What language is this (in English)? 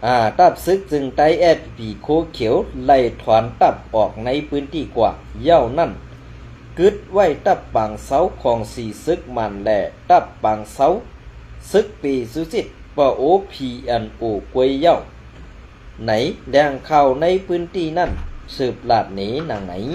Shan